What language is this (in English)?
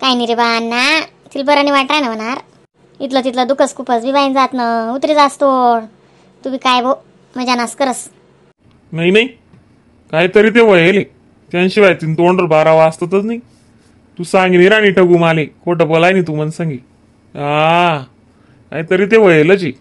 Khandesi